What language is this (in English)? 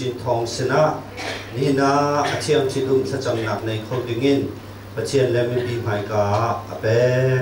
Hakha Chin